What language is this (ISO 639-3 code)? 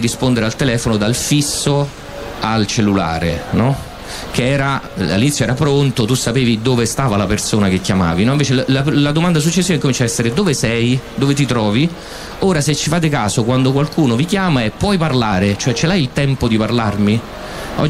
ita